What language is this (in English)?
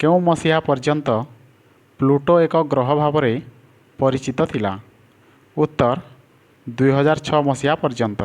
Odia